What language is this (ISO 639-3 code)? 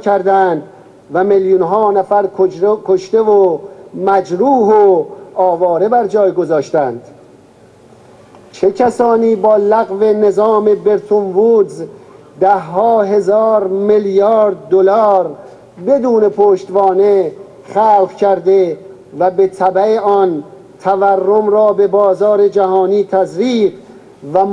fas